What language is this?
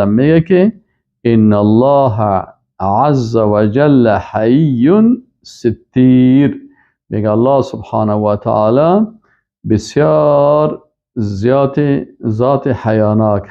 Persian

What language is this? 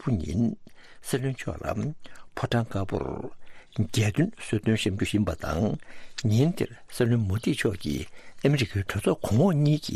Tibetan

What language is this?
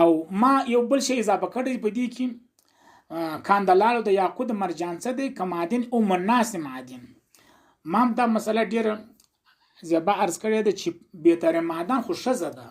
Pashto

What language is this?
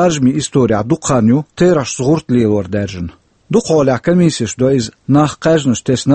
Chechen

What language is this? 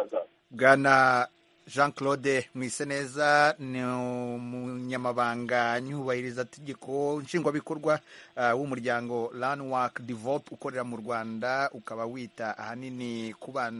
Kinyarwanda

